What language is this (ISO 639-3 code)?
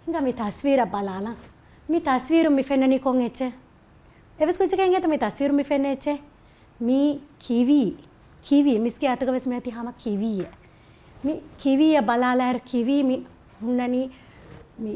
div